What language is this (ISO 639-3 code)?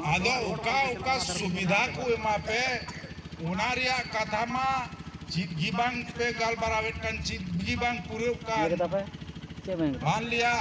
sat